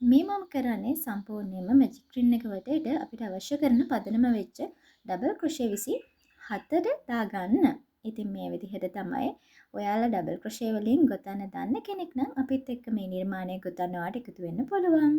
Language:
Sinhala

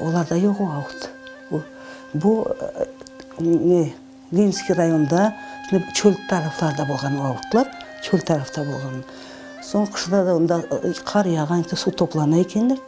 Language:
Crimean Tatar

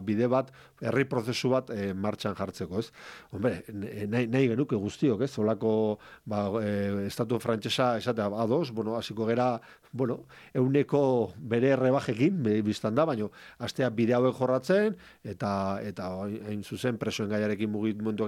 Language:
Basque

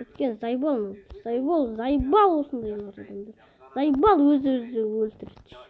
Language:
Kazakh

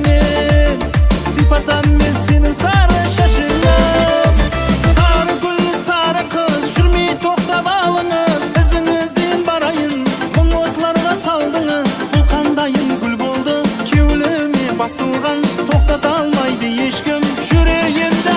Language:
Kara-Kalpak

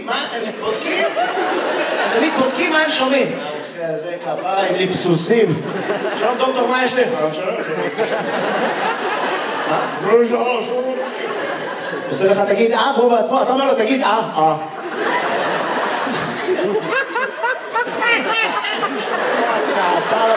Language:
Hebrew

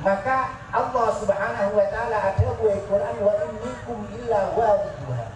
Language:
Madurese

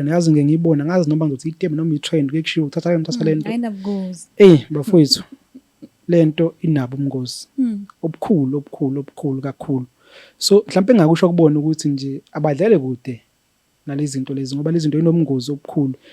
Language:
Zulu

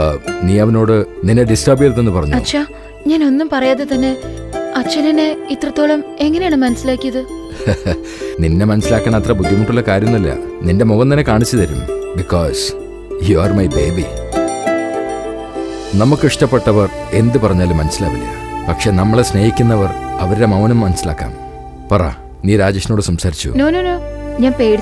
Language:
Malayalam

